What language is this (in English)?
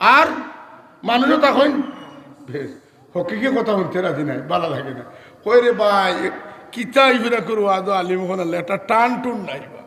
Sylheti